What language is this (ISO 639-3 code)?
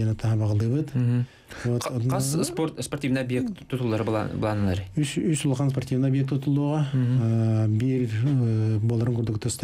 sah